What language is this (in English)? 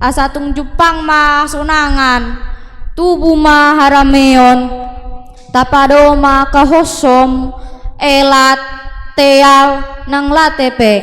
Batak Toba